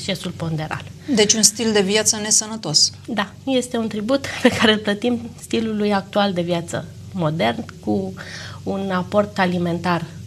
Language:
Romanian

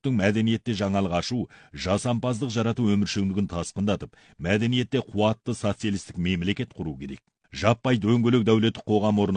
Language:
Kazakh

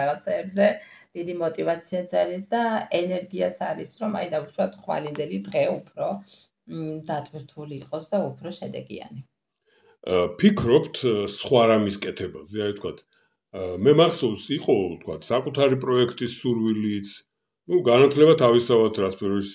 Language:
Georgian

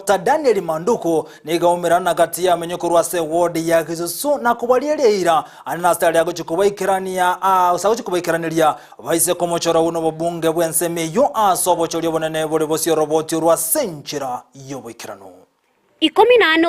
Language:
Gusii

